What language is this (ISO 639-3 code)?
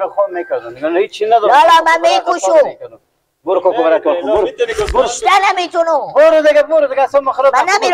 fas